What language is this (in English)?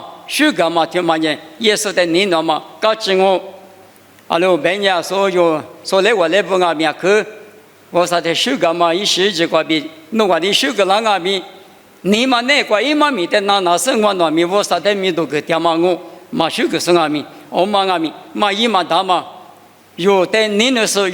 Lisu